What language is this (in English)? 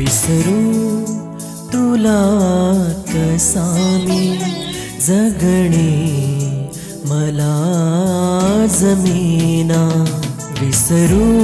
Marathi